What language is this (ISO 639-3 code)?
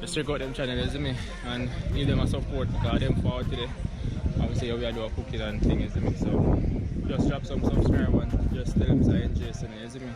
jam